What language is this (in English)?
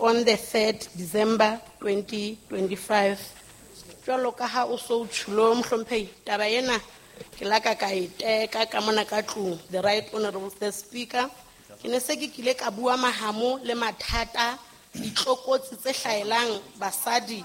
Southern Sotho